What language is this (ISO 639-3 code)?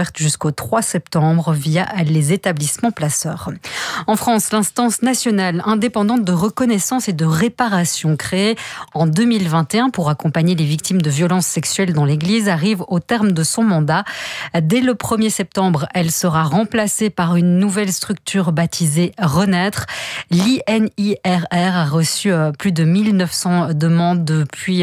fra